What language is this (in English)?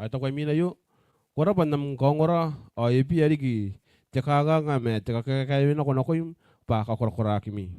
Gilbertese